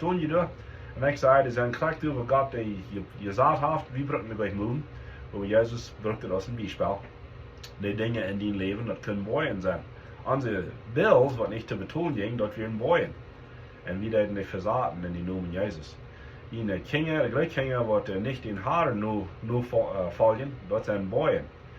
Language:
Plautdietsch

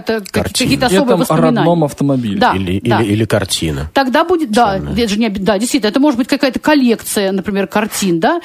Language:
Russian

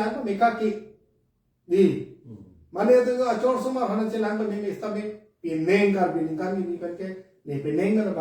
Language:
Karbi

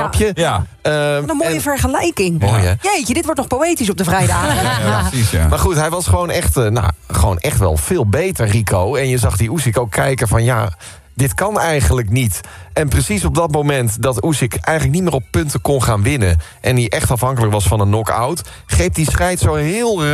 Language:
Dutch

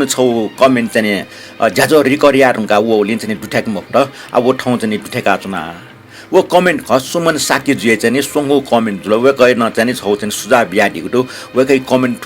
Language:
Newari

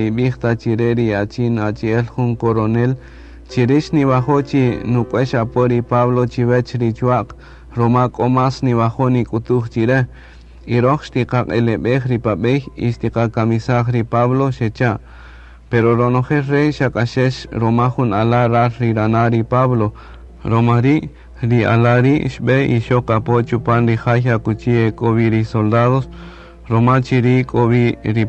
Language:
Kaqchikel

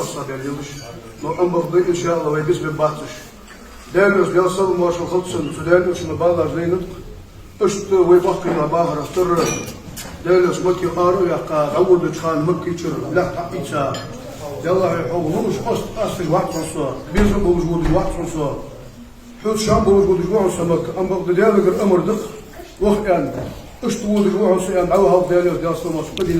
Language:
Ingush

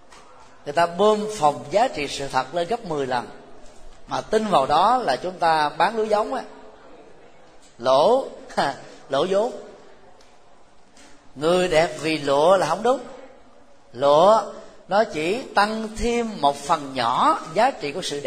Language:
Vietnamese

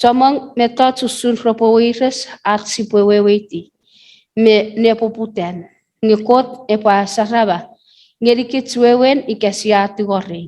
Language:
Chuukese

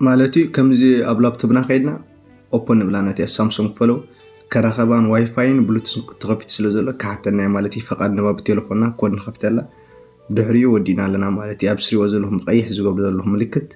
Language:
Tigrinya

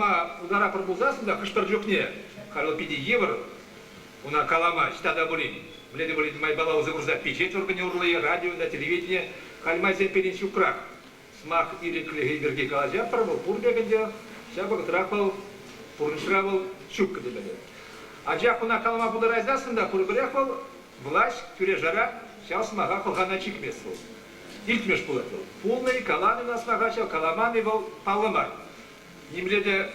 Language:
Chuvash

